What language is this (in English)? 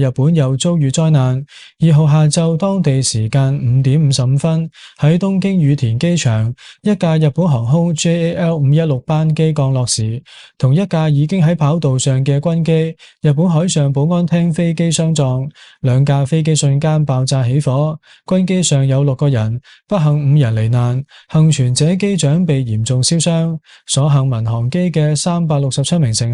Cantonese